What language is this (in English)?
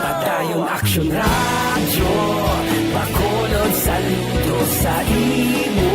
Hiligaynon